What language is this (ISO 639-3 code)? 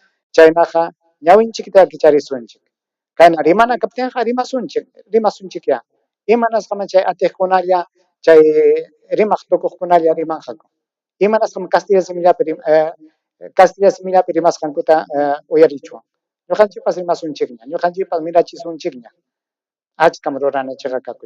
quy